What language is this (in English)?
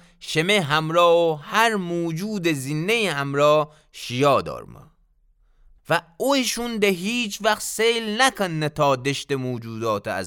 Gilaki